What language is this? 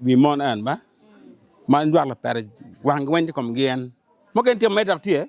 Acoli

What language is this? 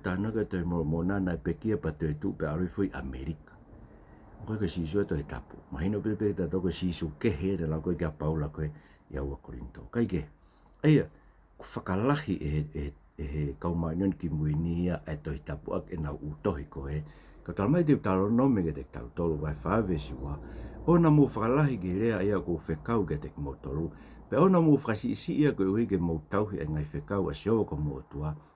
Tongan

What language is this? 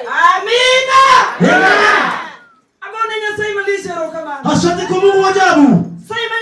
Luo (Kenya and Tanzania)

